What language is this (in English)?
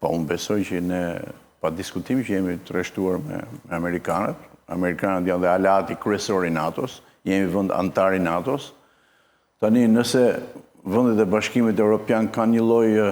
Albanian